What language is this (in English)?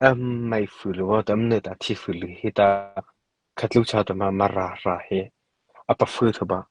Mara Chin